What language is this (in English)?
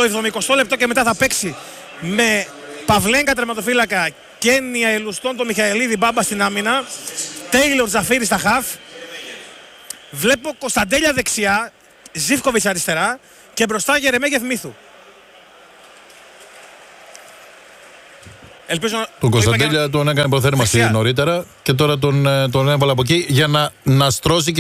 Greek